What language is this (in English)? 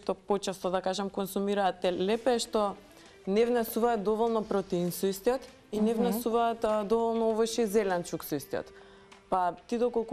Macedonian